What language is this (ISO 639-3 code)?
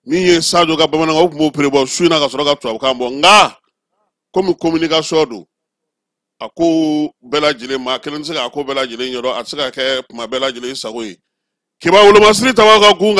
bam